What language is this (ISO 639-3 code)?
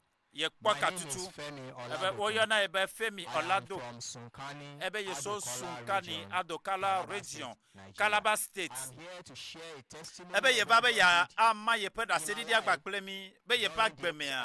ewe